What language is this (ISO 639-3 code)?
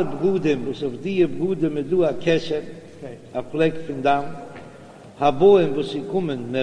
yid